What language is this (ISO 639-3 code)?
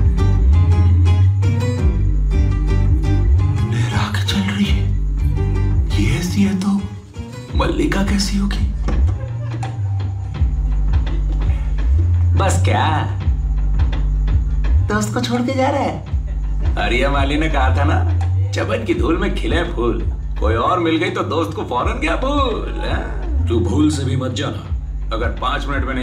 hin